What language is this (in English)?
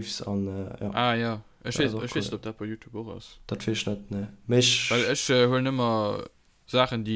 Luxembourgish